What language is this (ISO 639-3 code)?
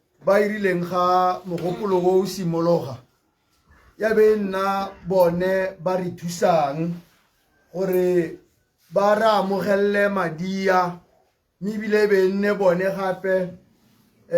tsn